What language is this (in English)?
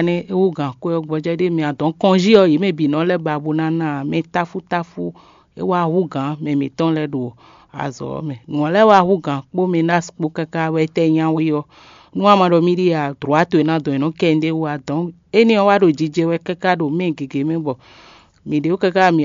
Fon